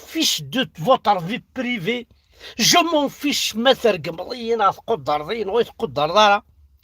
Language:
Kabyle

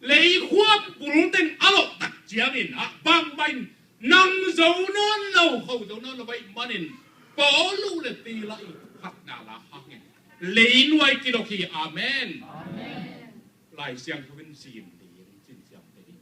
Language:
Tedim Chin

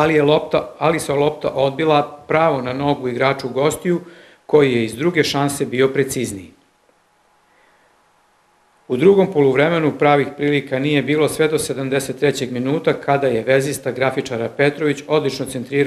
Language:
Serbian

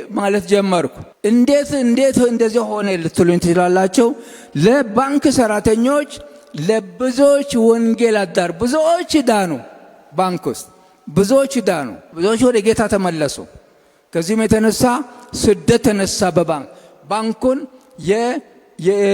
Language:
Amharic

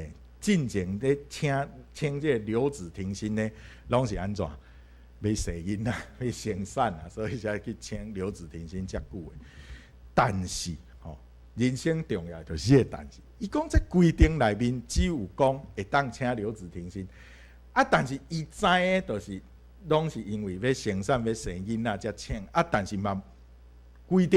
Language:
Min Nan Chinese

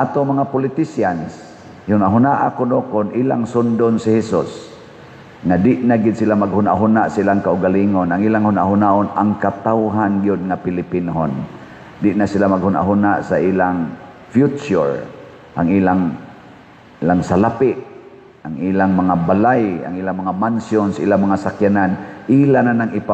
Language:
Cebuano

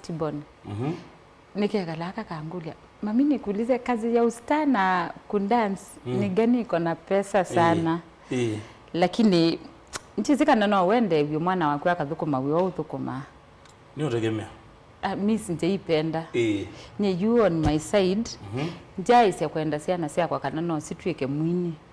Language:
Kamba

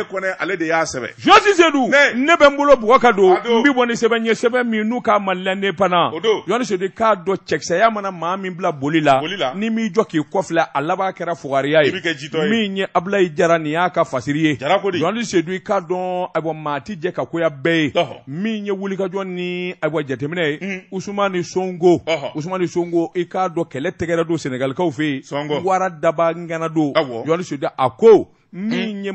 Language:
Bambara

